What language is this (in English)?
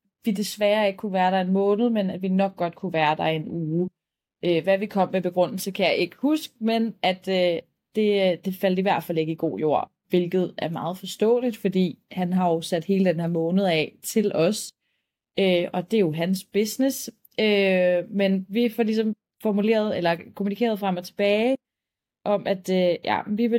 Danish